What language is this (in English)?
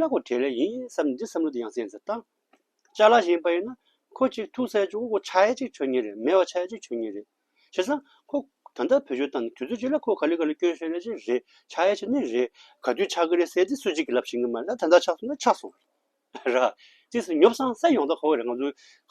Tibetan